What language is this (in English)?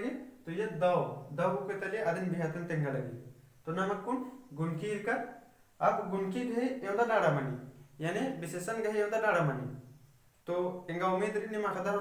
Kurukh